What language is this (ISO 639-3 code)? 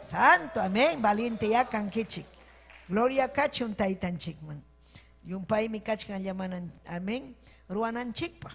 quy